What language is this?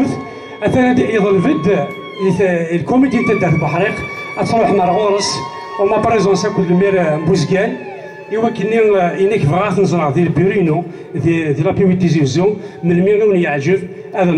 Kabyle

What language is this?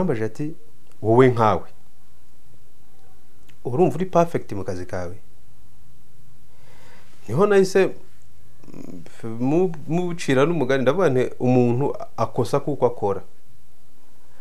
Kinyarwanda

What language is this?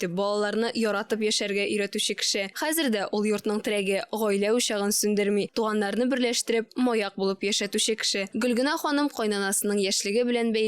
Tatar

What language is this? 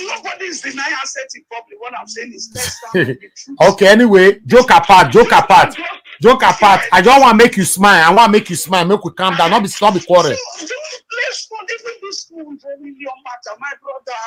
Nigerian Pidgin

